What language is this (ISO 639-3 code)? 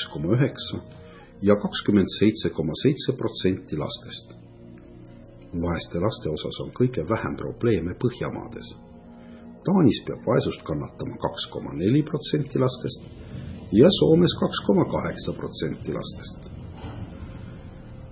est